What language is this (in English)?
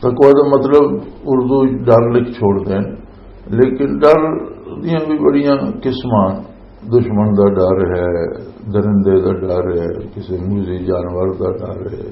Western Panjabi